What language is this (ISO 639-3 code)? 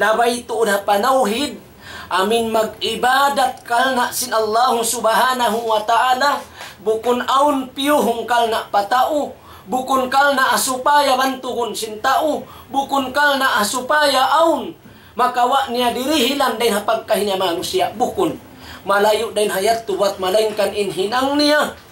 tsg